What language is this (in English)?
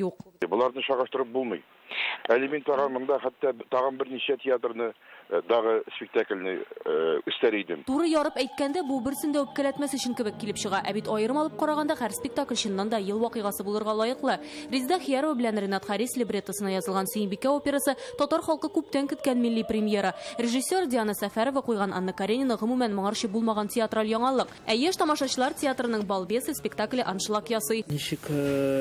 Tatar